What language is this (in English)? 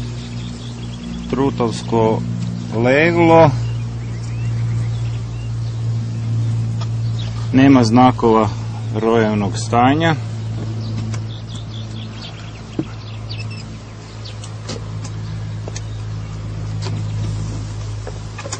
Croatian